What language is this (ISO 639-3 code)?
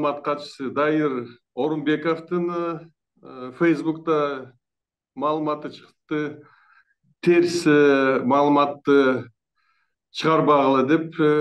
kir